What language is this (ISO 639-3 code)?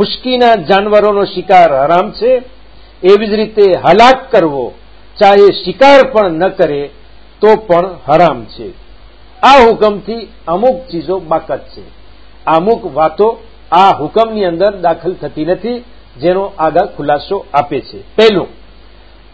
guj